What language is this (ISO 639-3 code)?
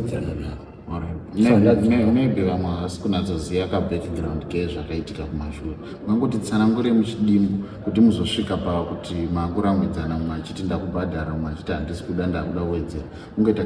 sna